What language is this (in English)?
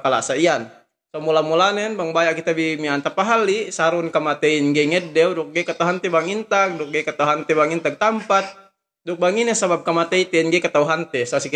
Yakan